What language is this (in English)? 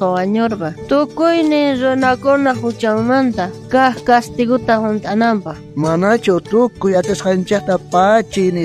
South Bolivian Quechua